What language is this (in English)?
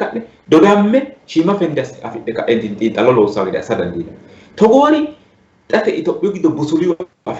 Sidamo